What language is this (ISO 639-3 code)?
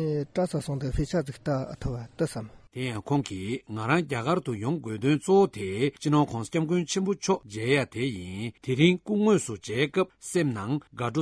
bod